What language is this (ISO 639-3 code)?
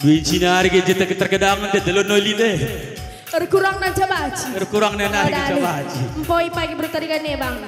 btx